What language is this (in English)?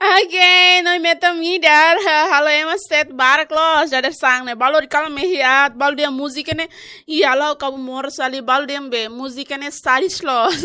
Tetum